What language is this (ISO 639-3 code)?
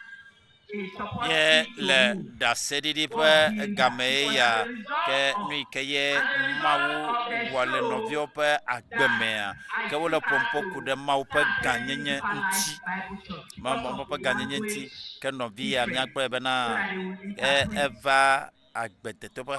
ewe